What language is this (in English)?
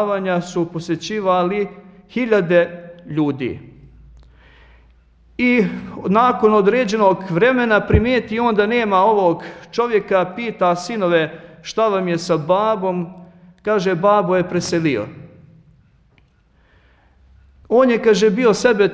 Bosnian